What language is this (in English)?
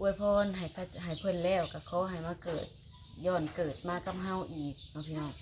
Lao